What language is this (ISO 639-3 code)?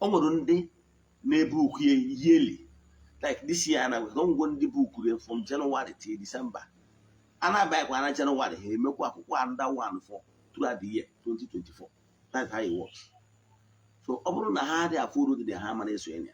ibo